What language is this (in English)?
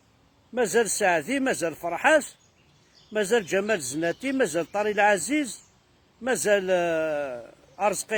Kabyle